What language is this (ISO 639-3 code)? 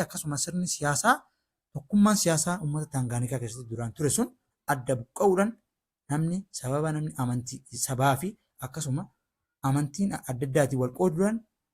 orm